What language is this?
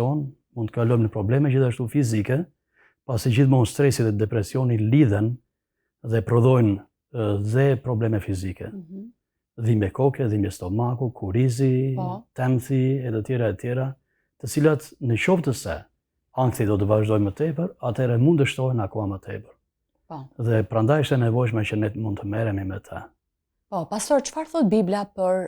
Albanian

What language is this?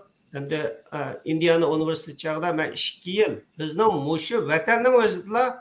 Uyghur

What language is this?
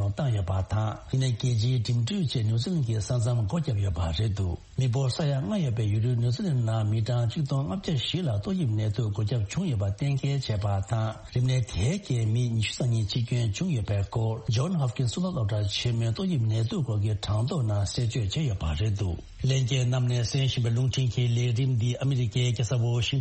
Tibetan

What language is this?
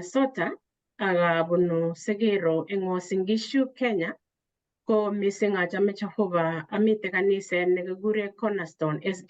Kalenjin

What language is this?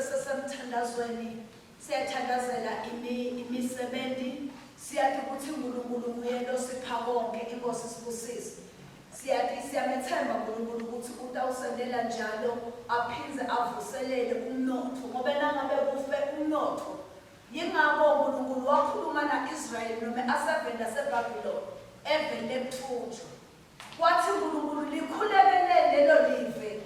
Swati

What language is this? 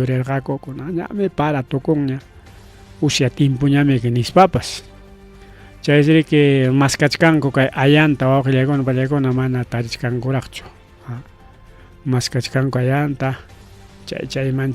Ayacucho Quechua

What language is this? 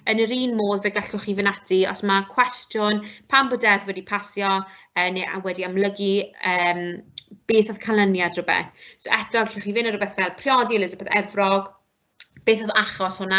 Welsh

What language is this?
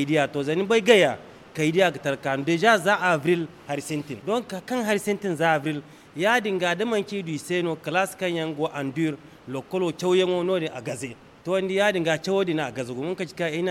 Zarma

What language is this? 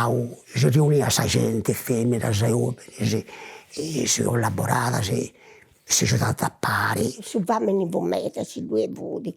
Sardinian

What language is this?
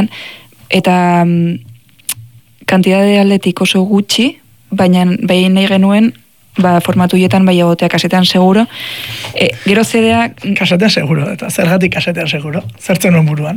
Basque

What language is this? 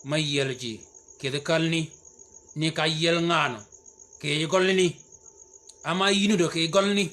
Shilluk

